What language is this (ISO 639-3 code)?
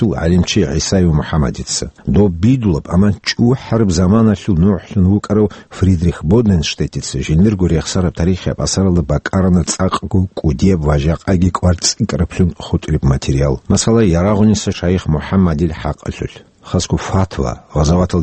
ava